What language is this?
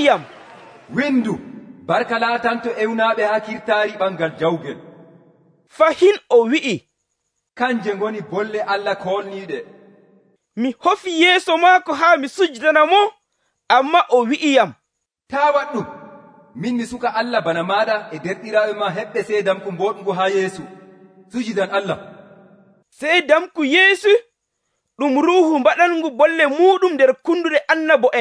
Nigerian Fulfulde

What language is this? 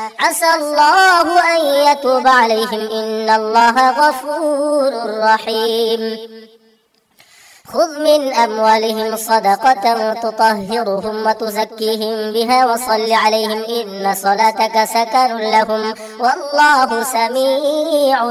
Arabic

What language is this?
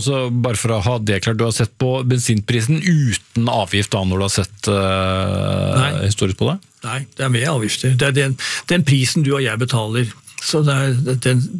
Norwegian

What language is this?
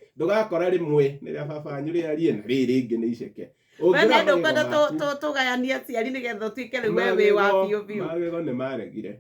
Kikuyu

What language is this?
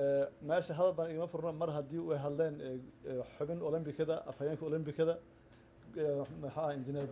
Somali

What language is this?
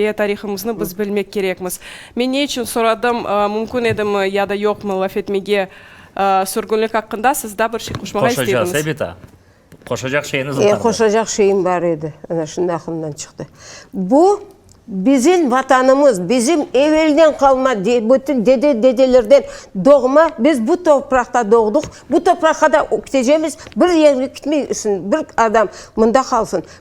Crimean Tatar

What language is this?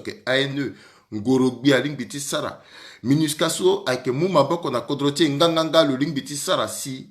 Sango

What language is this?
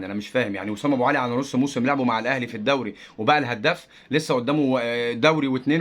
Egyptian Arabic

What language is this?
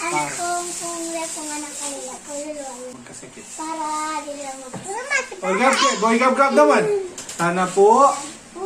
Pampanga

